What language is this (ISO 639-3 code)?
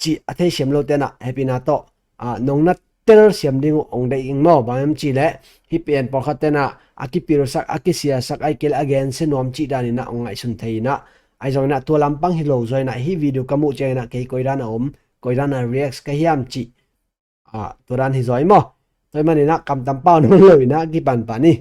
ctd